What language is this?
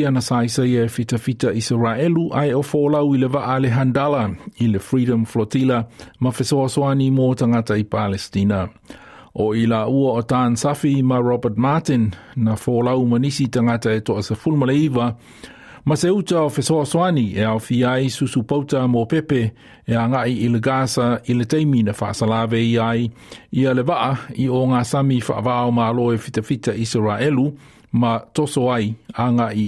Samoan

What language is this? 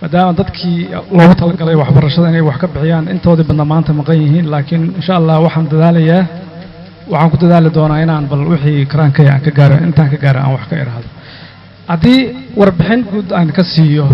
Somali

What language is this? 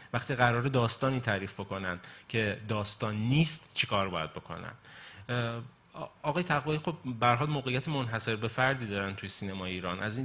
Persian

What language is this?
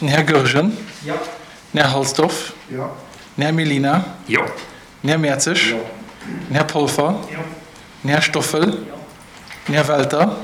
Luxembourgish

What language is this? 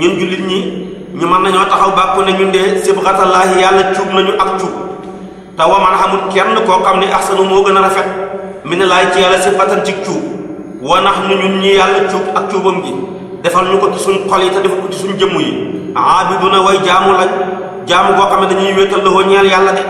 Wolof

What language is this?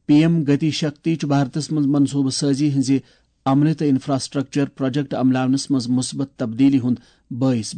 Kashmiri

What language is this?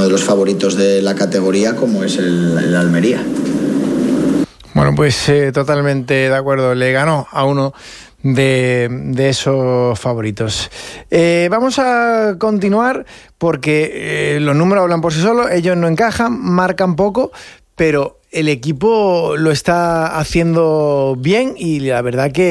Spanish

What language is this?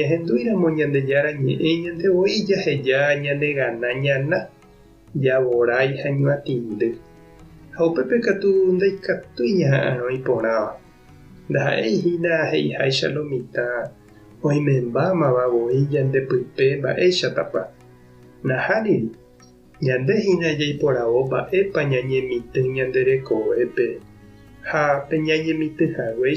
Guarani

